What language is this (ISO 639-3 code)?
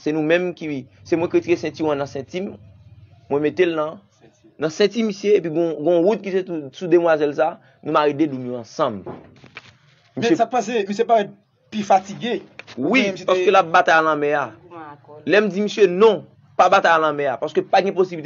hat